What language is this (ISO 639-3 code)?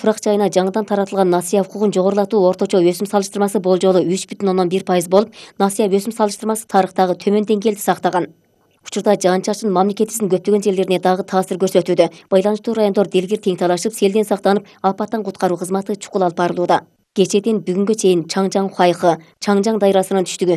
kir